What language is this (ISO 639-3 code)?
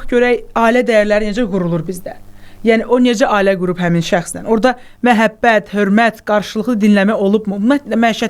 aze